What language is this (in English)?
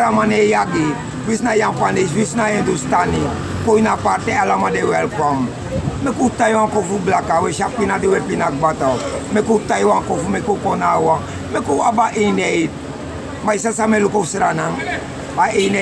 Sranan Tongo